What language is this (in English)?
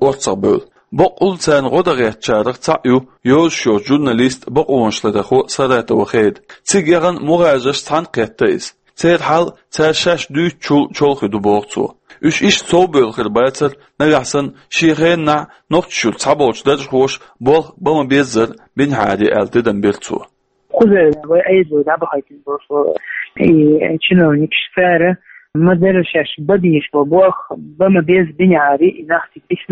Chechen